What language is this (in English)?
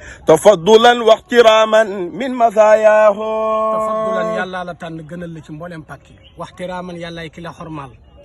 Wolof